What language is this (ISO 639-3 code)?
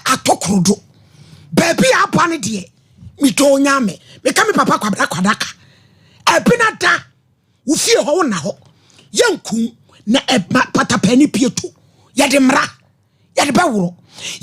aka